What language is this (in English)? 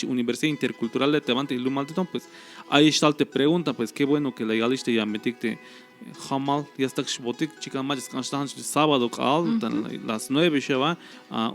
Tzeltal